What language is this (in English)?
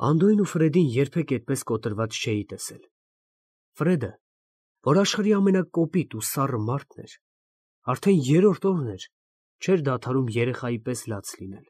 Armenian